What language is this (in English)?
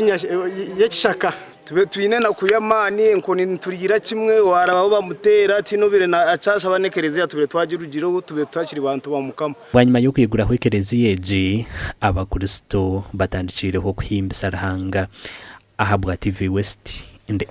Nyankole